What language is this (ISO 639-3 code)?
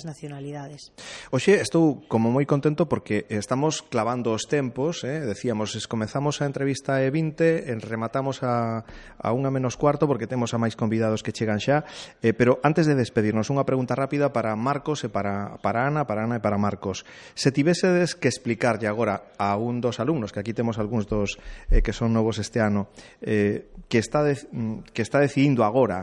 glg